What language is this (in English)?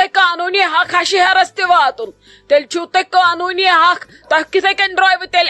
Kashmiri